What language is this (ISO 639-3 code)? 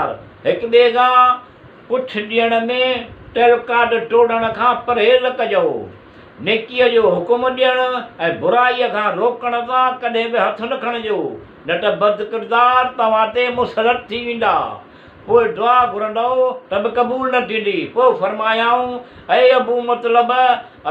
snd